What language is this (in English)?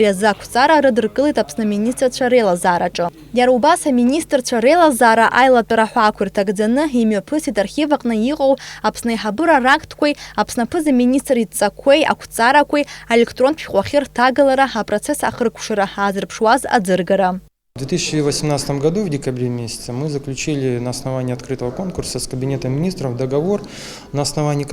Abkhazian